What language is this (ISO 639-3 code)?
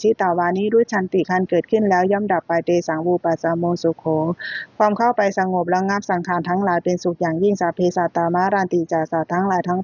pli